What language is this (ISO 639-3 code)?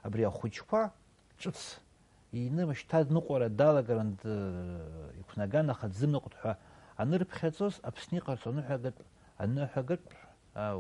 abk